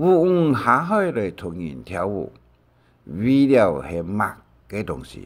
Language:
Hakka Chinese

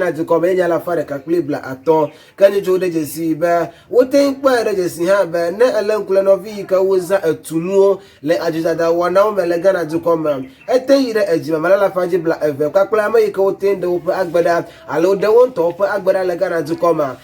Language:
Ewe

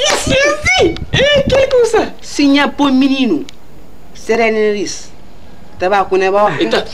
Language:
Kabuverdianu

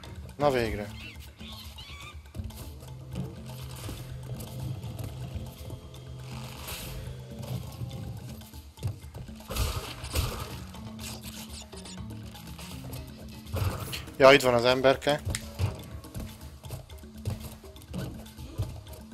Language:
Hungarian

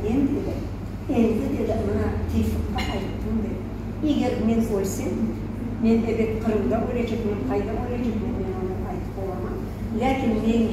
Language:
Crimean Tatar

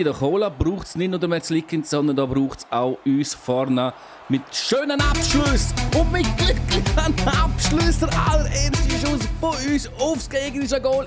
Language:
Swiss German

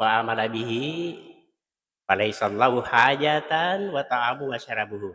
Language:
Buginese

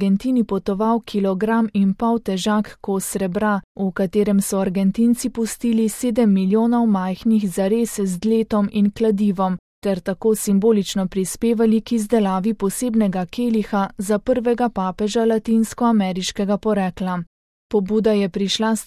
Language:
Slovenian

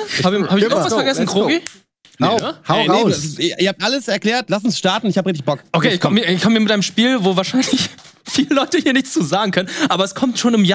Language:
German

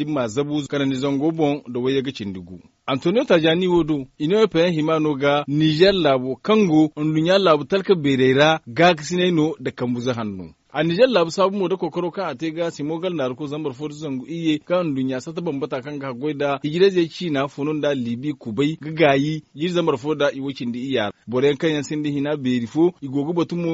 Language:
Zarma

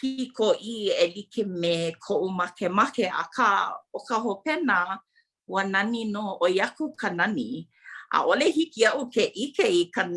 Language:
Hawaiian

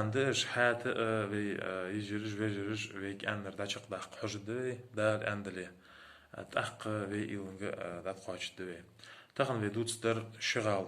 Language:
Ingush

